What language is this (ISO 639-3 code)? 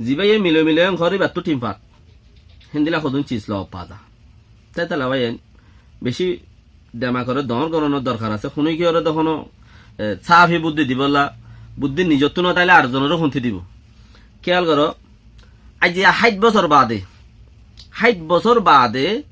rhg